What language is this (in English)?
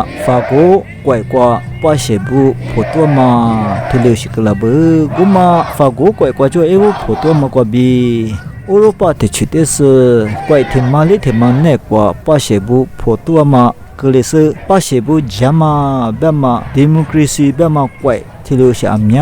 Lisu